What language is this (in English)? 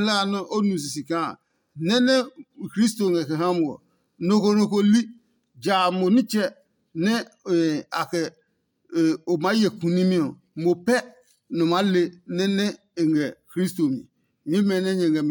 Adangme